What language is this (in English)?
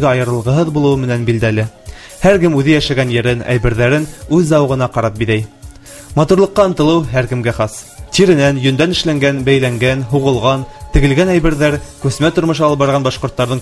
Bashkir